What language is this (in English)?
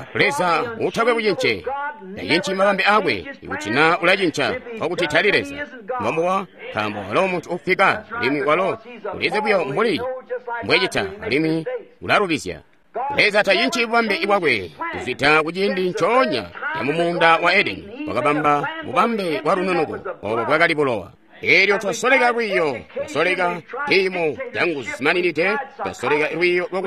Tonga (Zambia)